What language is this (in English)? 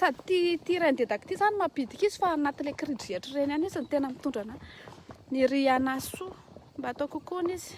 Malagasy